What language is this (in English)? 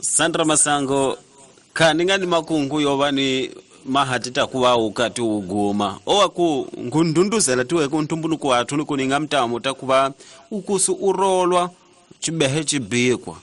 Tsonga